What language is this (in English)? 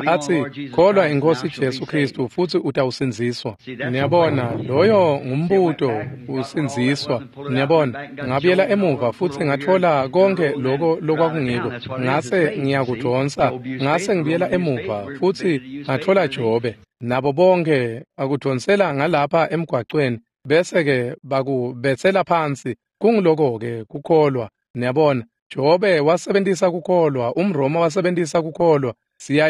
Swati